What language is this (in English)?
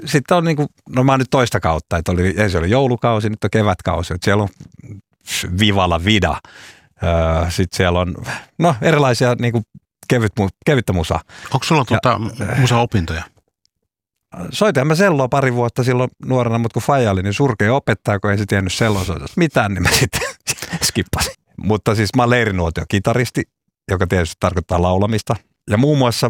Finnish